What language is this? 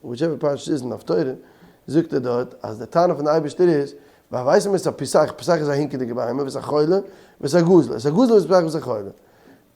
Yiddish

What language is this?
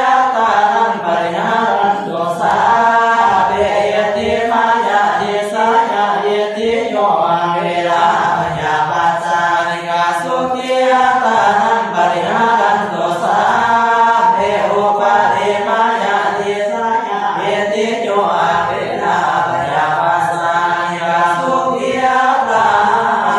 Pali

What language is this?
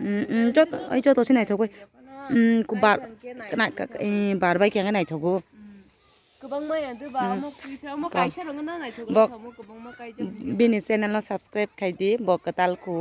Kok Borok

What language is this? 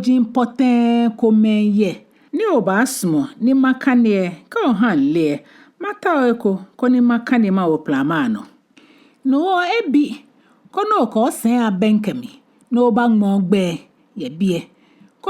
Ga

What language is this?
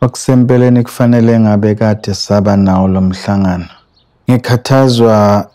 Zulu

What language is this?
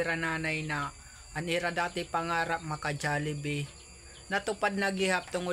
Waray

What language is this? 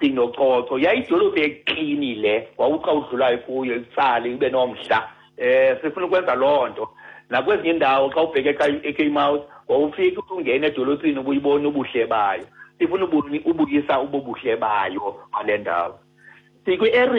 Xhosa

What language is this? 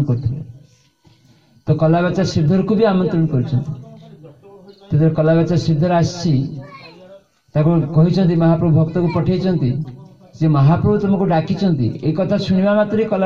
Odia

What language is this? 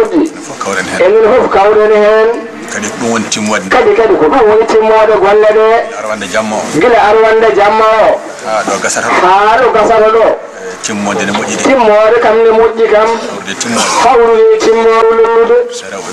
Fula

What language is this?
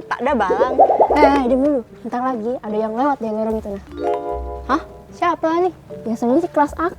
Musi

